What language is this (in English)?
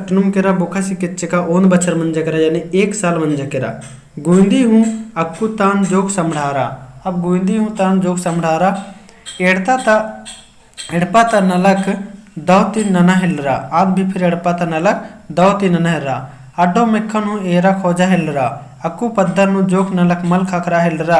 Kurukh